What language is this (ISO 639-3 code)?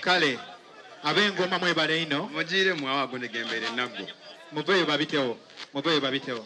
xog